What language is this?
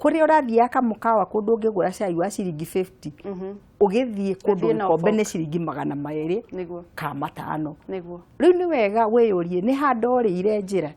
Kikuyu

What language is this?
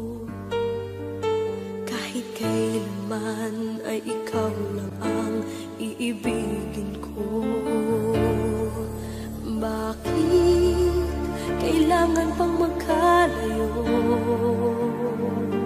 Filipino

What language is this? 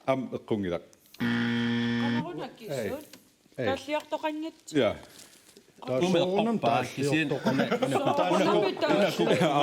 Kalaallisut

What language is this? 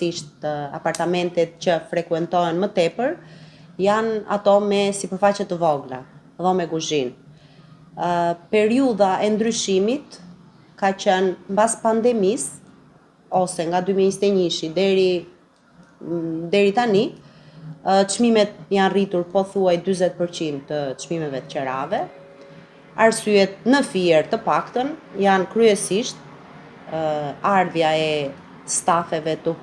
Albanian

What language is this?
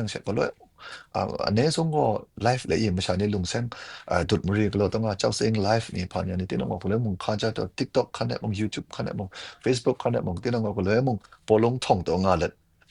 Kachin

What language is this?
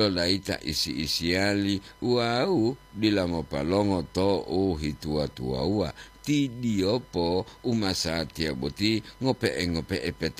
Gorontalo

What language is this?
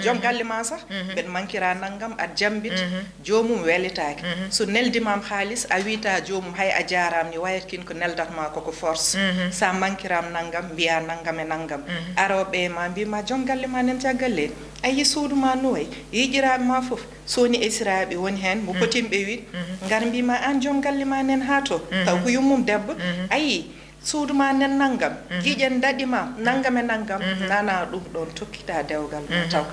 Fula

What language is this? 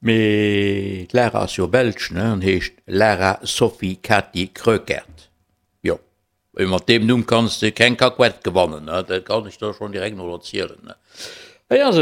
Luxembourgish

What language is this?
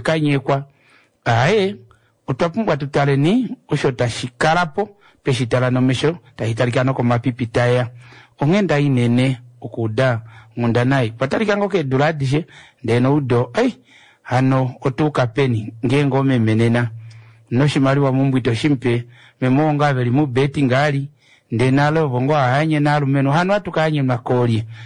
Kuanyama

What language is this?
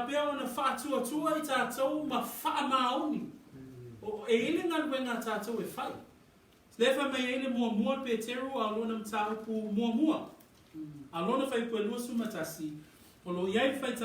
Samoan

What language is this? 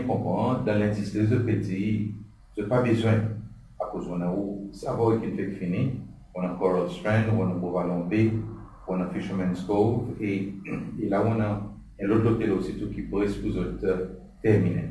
Seselwa Creole French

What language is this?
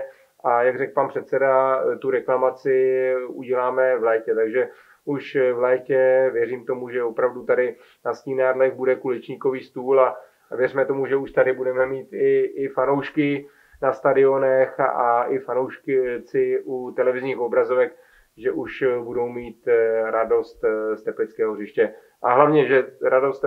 Czech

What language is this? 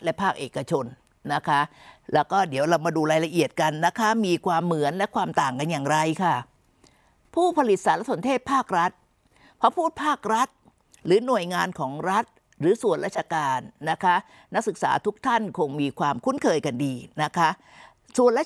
Thai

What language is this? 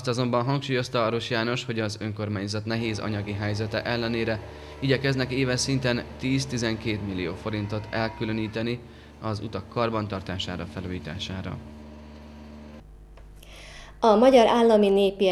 Hungarian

